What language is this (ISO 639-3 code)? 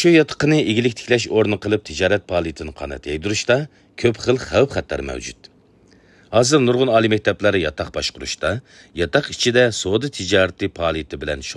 uig